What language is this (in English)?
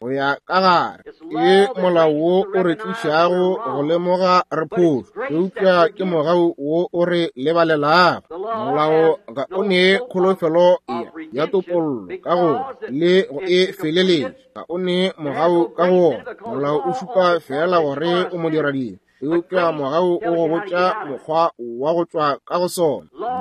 Northern Sotho